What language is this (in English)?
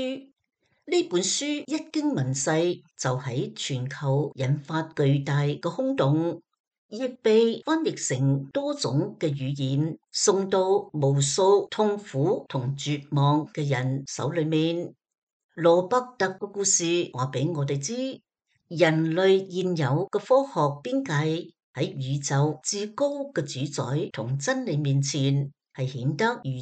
Cantonese